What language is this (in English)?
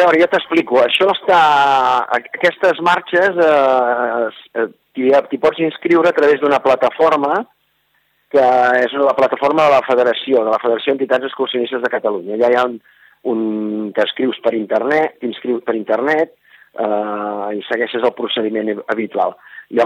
Catalan